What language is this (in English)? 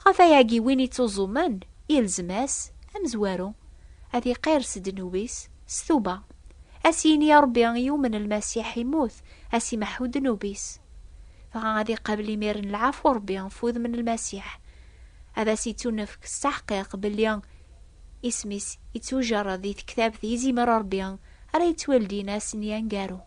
Kabyle